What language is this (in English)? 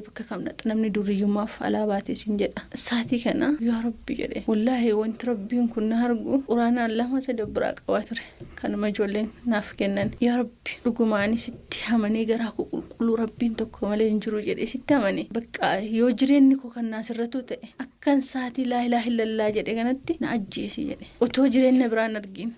Oromo